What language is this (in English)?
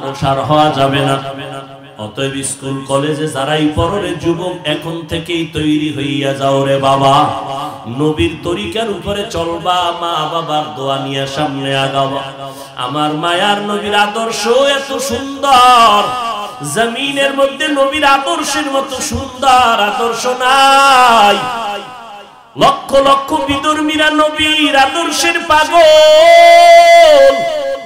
Bangla